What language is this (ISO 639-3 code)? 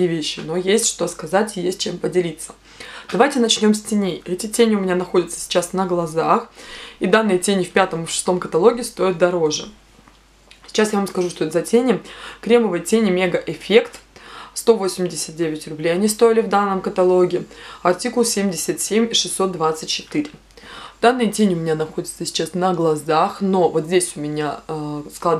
rus